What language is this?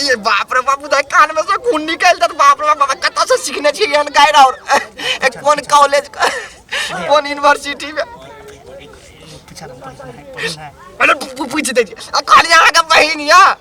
Maithili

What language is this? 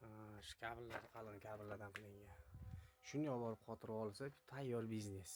Uzbek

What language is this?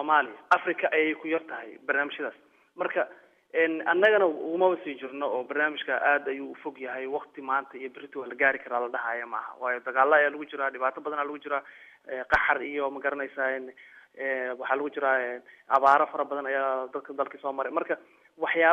Somali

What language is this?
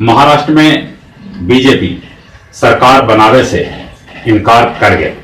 Magahi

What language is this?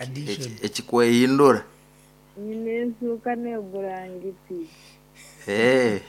Nyoro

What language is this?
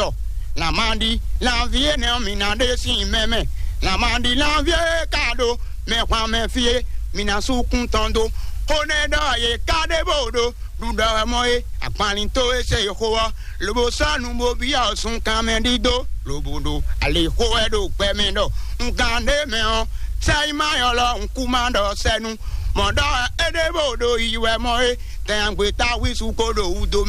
Fon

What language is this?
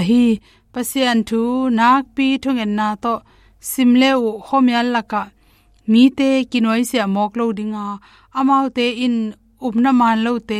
Tedim Chin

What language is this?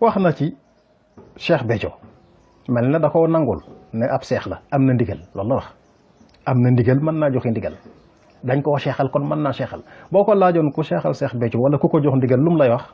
Wolof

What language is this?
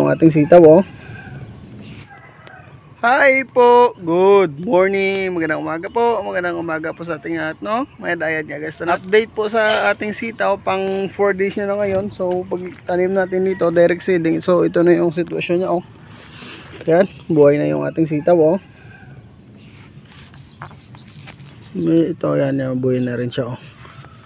Filipino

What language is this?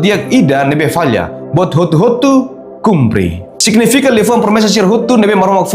Tetum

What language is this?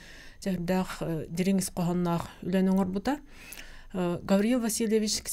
Yakut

